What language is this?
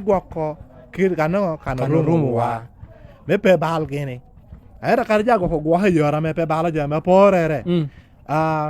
Lango (Uganda)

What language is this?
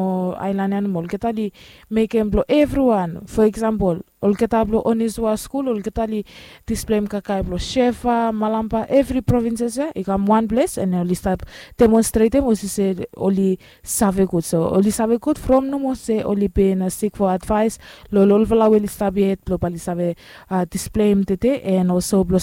Bislama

